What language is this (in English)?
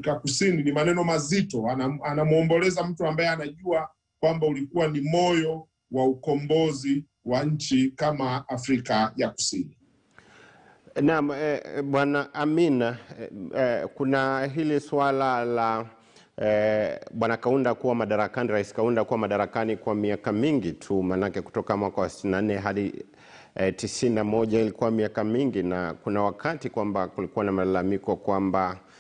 Swahili